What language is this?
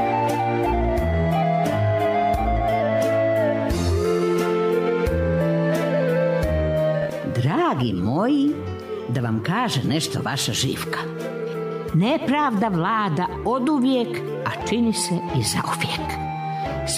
Serbian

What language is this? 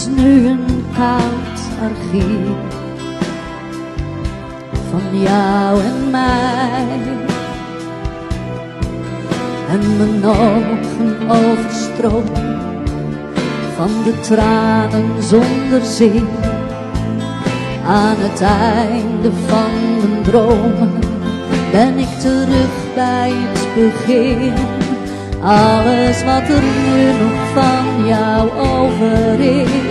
Dutch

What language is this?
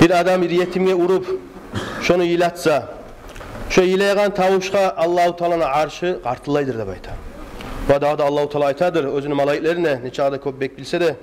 Kumyk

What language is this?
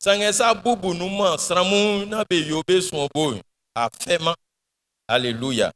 Baoulé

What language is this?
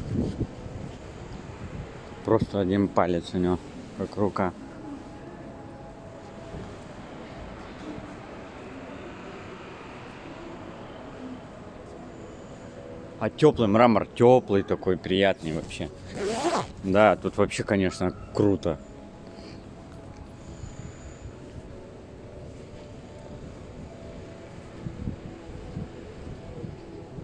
Russian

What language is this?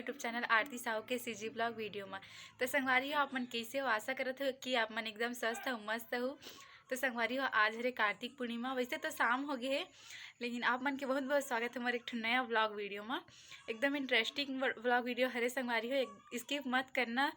Chhattisgarhi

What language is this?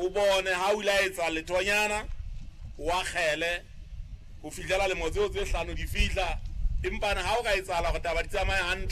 Southern Sotho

